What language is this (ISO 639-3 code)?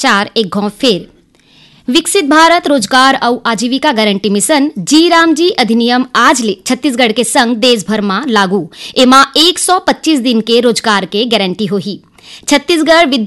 hne